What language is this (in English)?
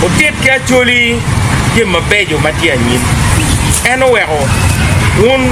Acoli